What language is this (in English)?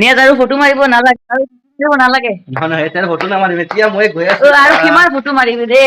Assamese